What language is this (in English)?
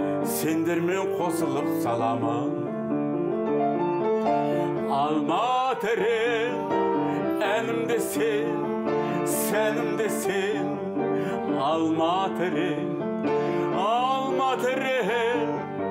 Kazakh